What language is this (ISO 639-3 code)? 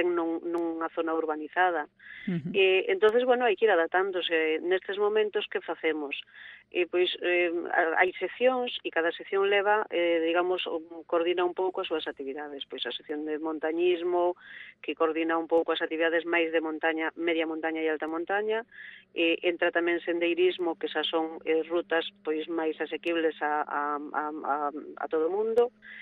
glg